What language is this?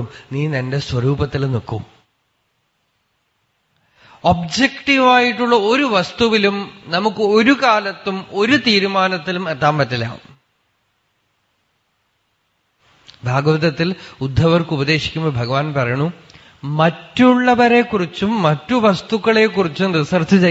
Malayalam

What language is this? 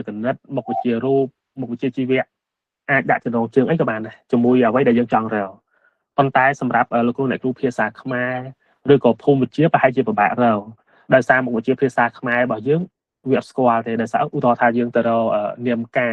Khmer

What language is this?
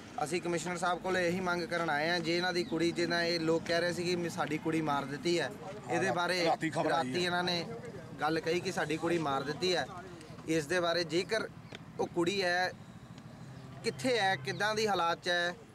Punjabi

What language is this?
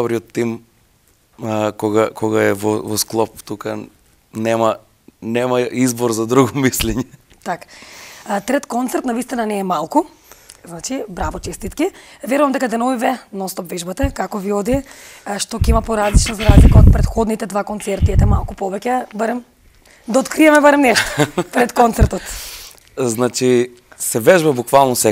Macedonian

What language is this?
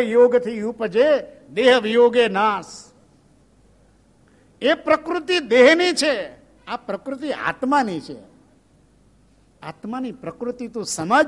Gujarati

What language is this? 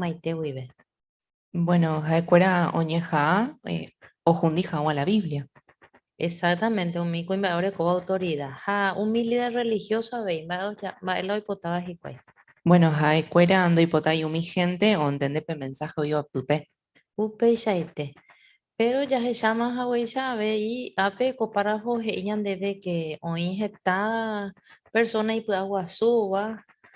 Guarani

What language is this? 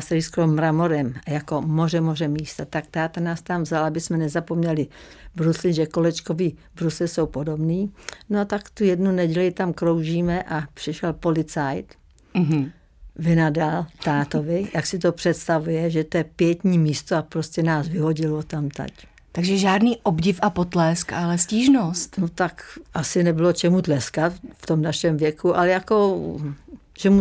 Czech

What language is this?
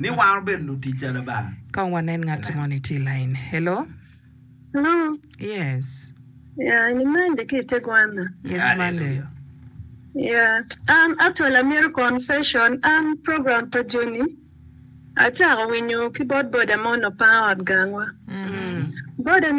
Acoli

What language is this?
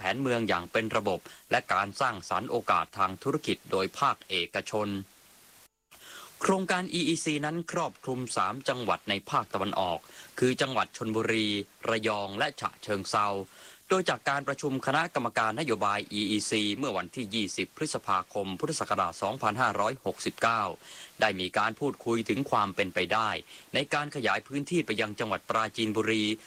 Thai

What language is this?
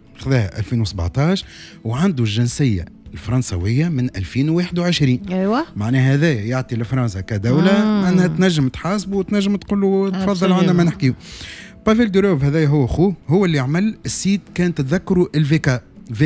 Tunisian Arabic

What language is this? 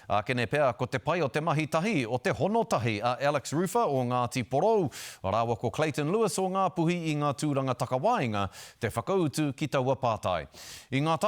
Māori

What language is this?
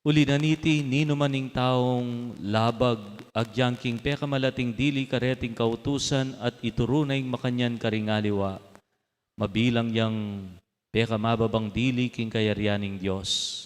Pampanga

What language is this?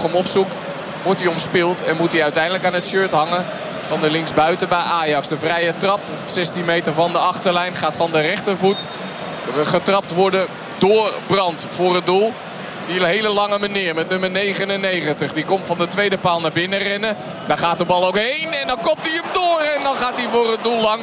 Dutch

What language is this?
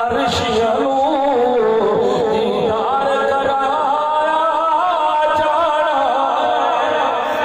Saraiki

